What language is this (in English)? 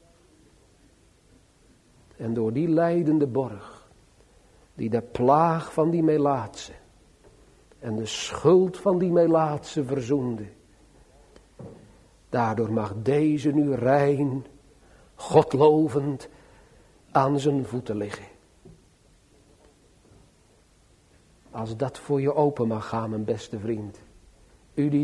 Dutch